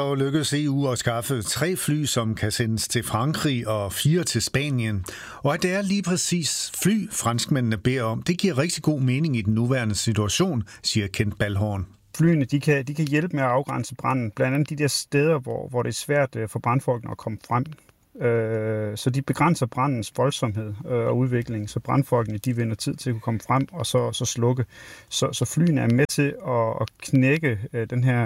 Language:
Danish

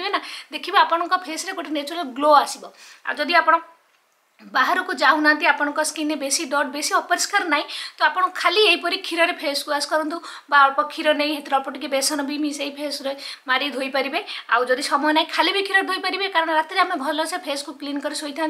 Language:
Odia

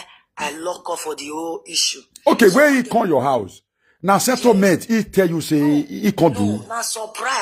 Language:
Nigerian Pidgin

